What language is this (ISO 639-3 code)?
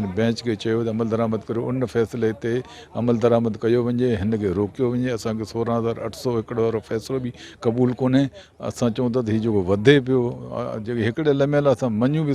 snd